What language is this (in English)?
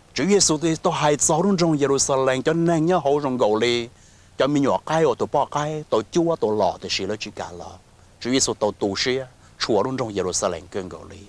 Hmong